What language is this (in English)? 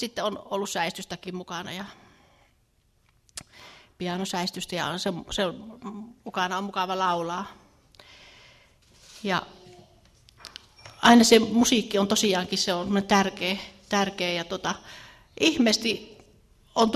Finnish